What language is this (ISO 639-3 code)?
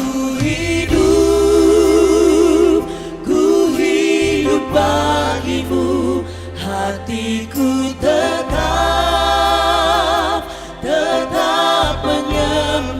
bts